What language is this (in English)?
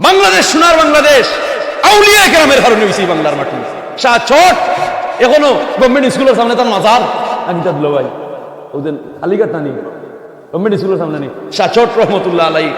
Sylheti